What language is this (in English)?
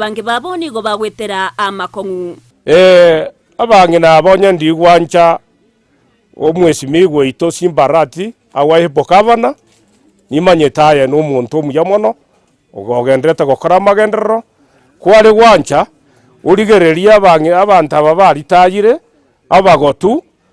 Gusii